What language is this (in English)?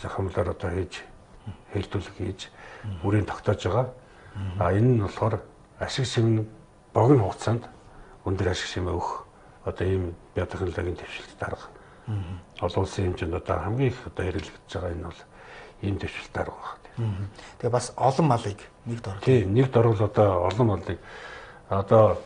Mongolian